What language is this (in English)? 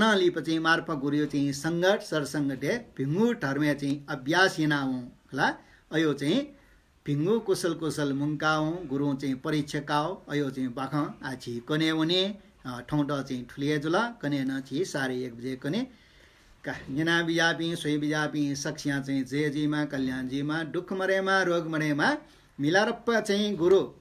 Newari